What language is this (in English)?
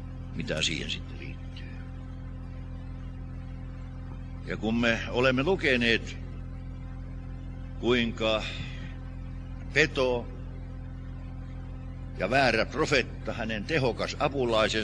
Finnish